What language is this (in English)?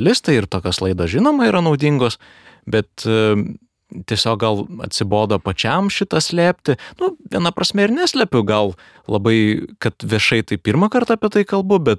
Lithuanian